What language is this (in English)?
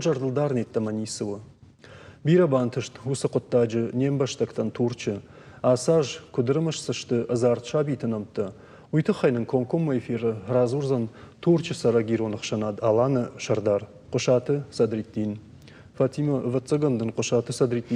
Ossetic